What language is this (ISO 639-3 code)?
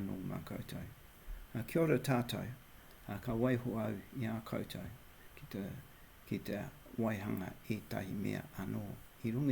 mri